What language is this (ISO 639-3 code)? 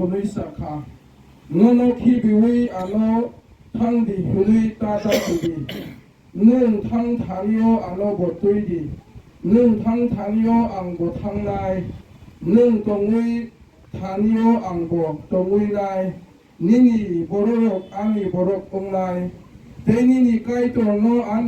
trp